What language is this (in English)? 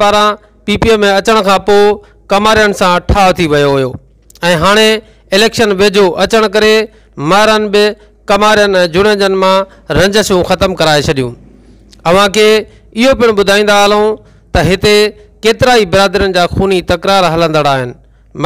Sindhi